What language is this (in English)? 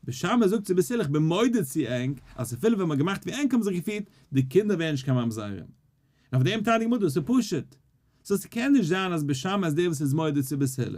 Yiddish